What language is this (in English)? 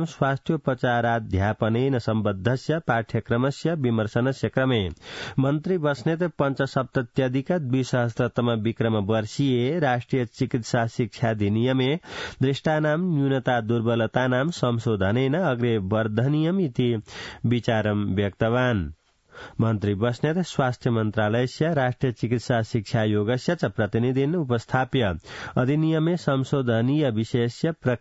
Sanskrit